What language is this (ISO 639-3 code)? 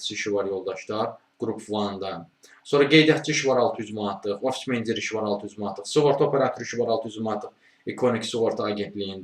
aze